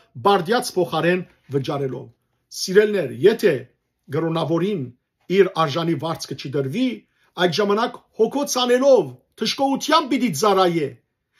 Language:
Western Armenian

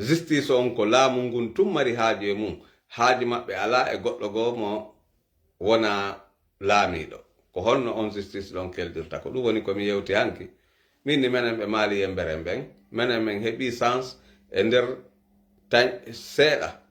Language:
Fula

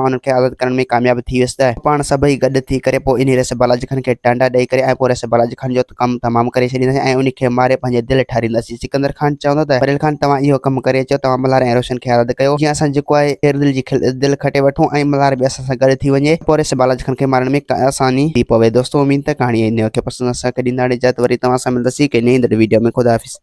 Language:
Sindhi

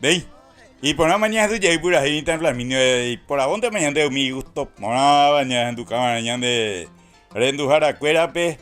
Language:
Guarani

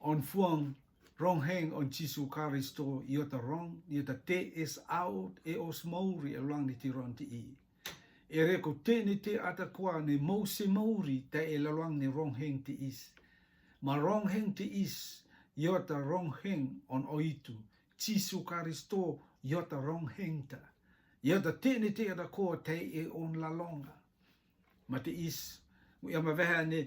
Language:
Rotuman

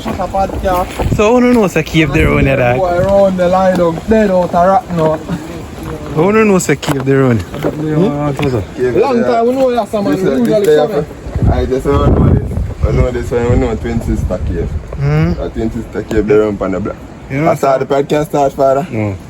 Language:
Jamaican Creole English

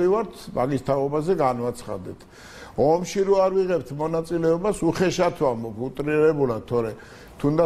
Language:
Georgian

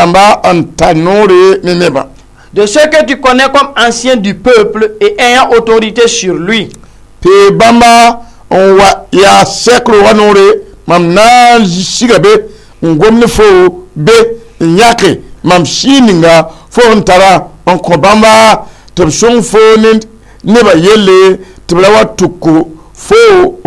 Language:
Mossi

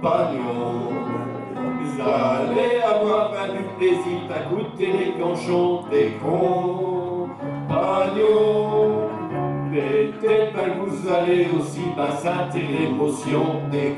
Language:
Picard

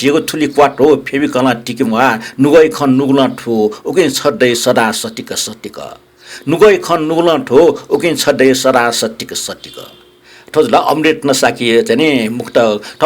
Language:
Newari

